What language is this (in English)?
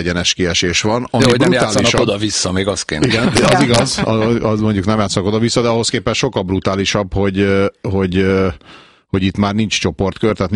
Hungarian